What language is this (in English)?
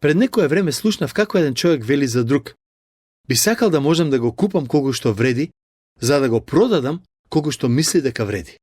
Macedonian